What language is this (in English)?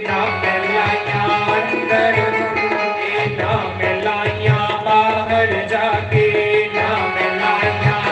Dogri